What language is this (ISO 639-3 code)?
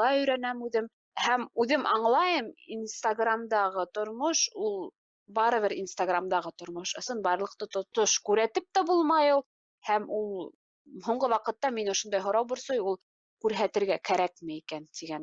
bak